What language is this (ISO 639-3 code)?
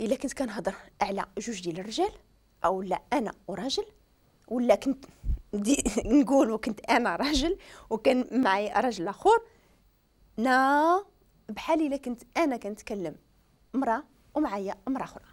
ary